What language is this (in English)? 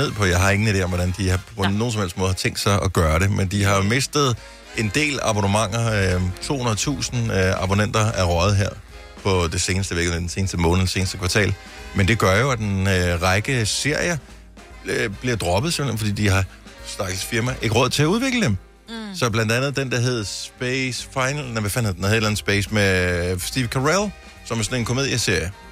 Danish